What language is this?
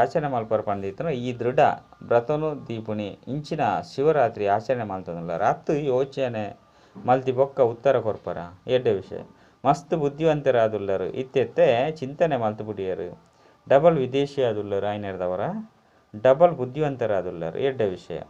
Tulu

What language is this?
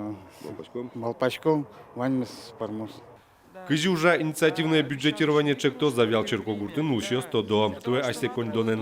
Udmurt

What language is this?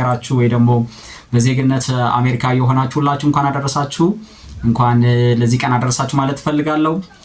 Amharic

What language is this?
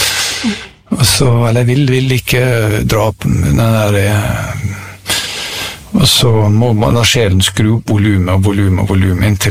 Norwegian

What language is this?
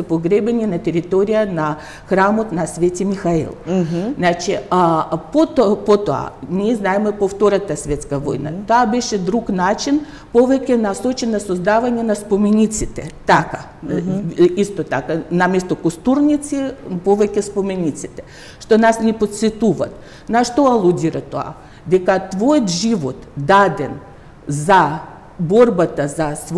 Macedonian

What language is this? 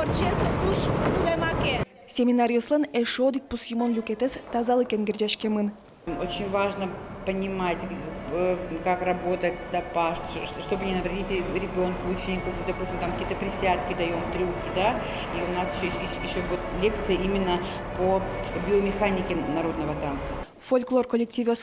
Udmurt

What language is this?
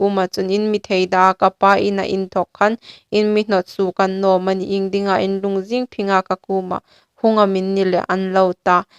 Hmar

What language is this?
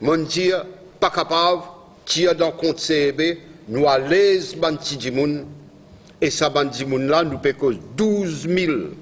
Morisyen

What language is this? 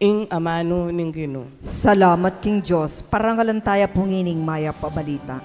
Pampanga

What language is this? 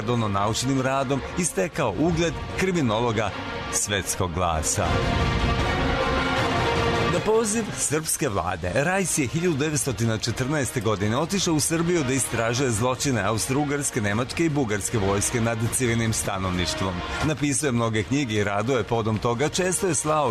Serbian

